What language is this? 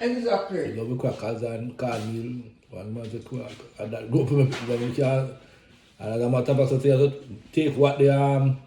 Jamaican Creole English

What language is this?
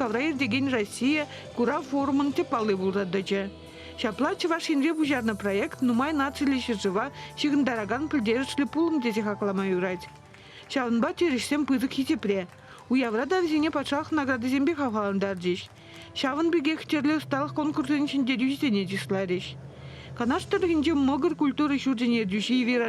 Chuvash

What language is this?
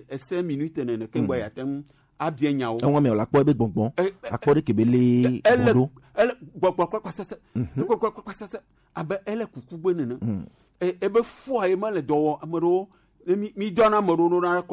Gen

